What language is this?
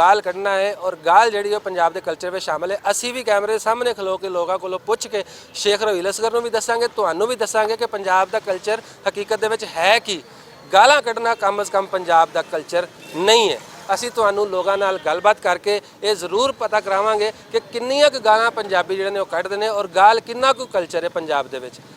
Western Panjabi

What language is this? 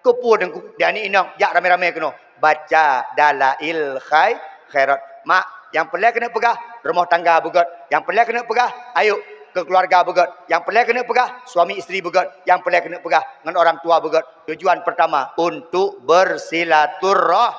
Achinese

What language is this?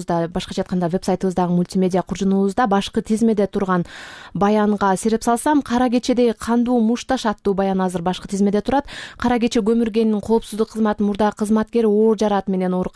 Kyrgyz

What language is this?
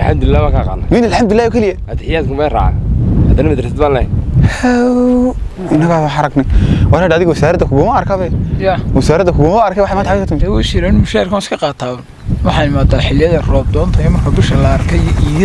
Somali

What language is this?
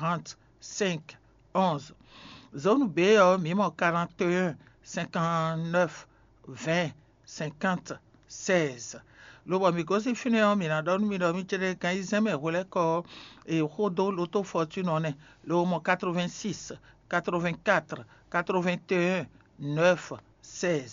Fon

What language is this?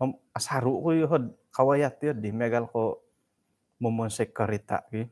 Central Dusun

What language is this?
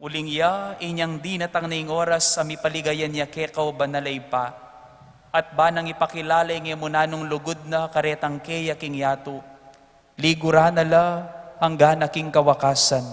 Pampanga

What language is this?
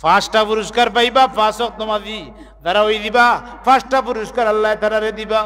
Sylheti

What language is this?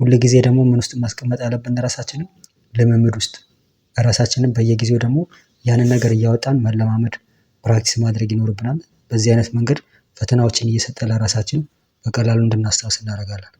Amharic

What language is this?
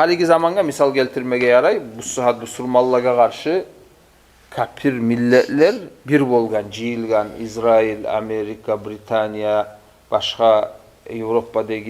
Kumyk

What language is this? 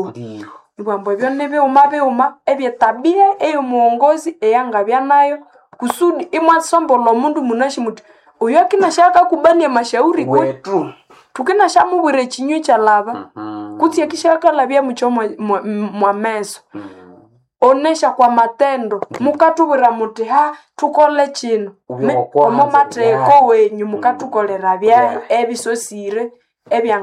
Nande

